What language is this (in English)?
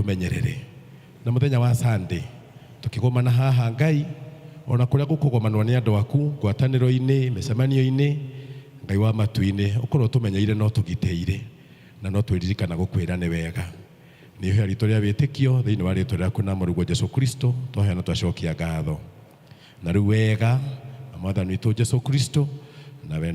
Kikuyu